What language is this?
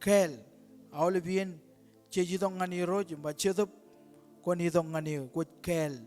Marshallese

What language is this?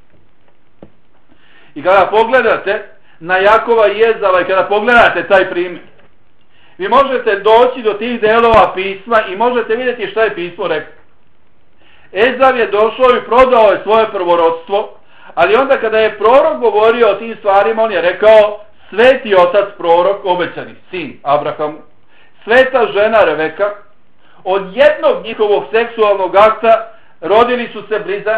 Bosnian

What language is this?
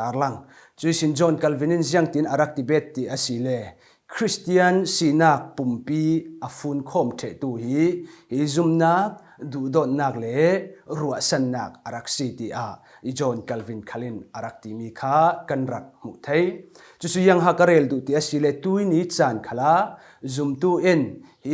Falam Chin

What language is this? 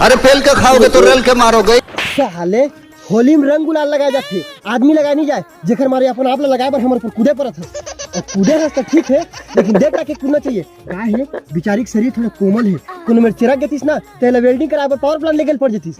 Chhattisgarhi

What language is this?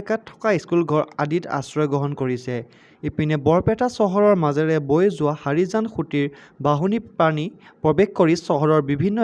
Assamese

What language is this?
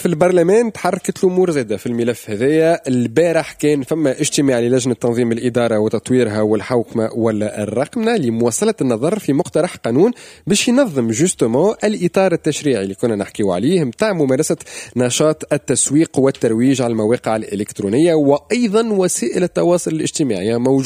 Tunisian Arabic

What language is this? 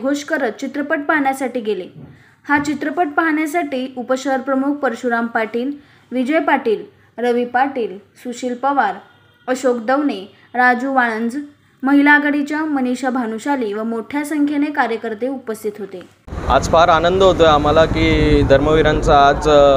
Marathi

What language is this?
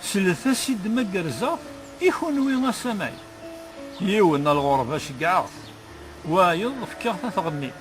Kabyle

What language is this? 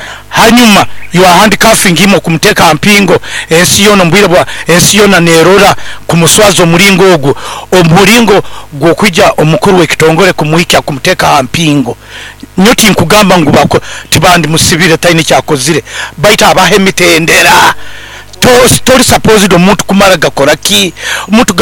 Nyoro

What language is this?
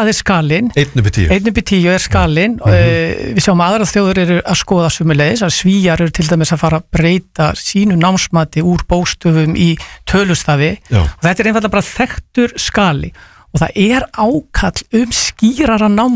Icelandic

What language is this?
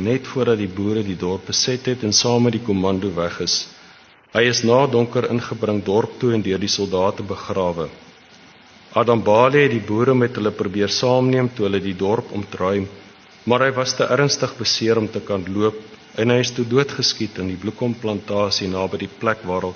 Afrikaans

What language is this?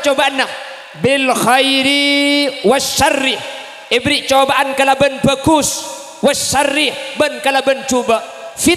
Madurese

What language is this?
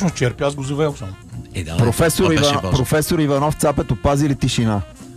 Bulgarian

